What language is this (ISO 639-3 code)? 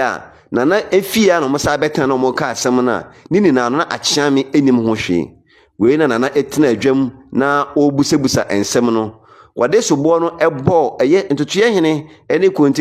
aka